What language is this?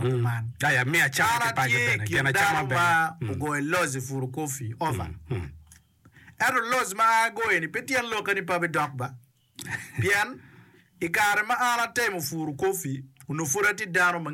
Acoli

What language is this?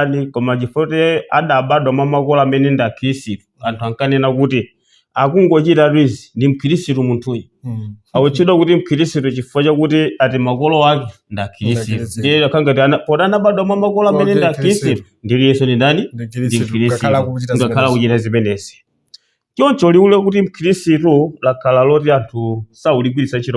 Nyanja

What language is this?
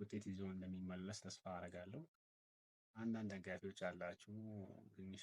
Amharic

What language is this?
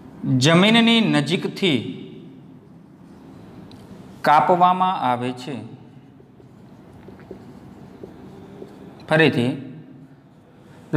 Gujarati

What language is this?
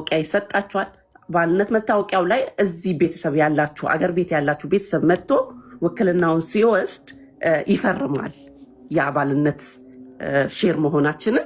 Amharic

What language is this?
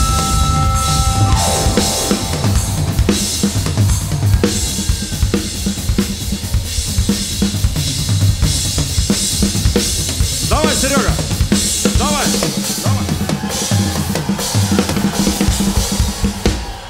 Russian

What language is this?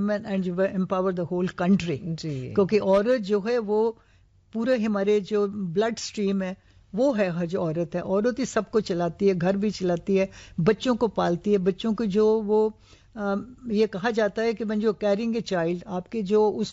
Urdu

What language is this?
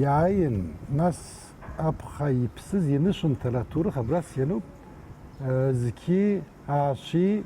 Abkhazian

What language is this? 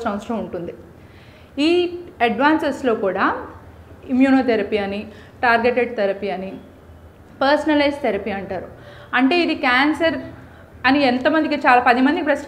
Telugu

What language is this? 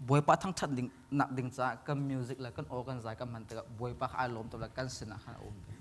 Hakha Chin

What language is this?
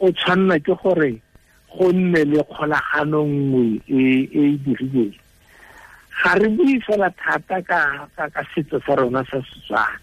Tswana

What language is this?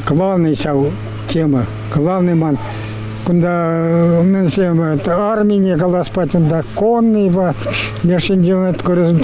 Chuvash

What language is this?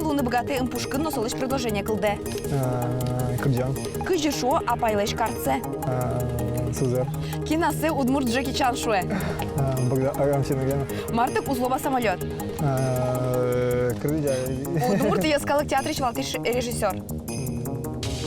Udmurt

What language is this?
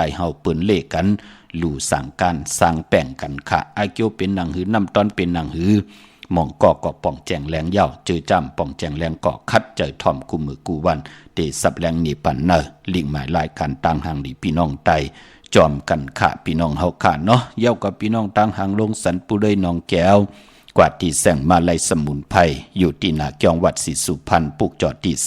Shan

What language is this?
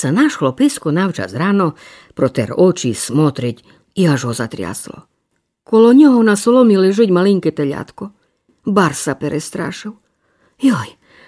Rusyn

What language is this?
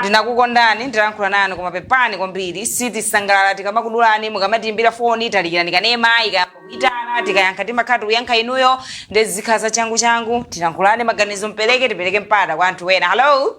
Nyanja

